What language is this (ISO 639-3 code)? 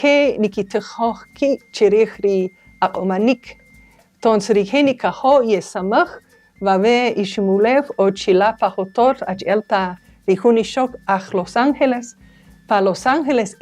cak